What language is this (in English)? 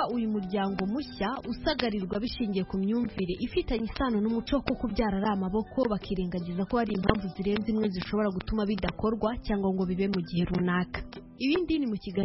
Kinyarwanda